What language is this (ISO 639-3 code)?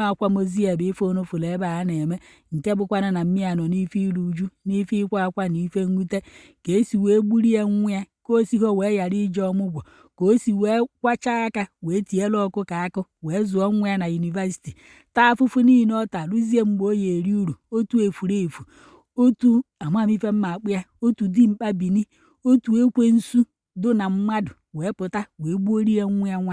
ibo